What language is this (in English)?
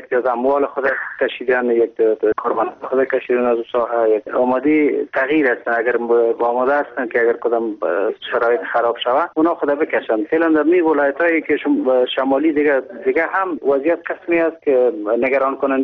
Persian